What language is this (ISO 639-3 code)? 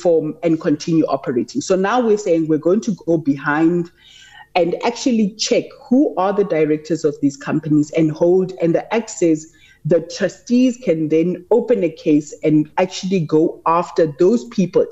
eng